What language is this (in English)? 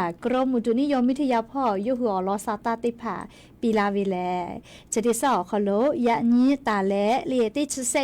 Lahu